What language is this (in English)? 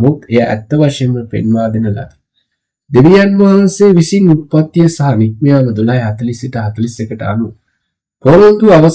Sinhala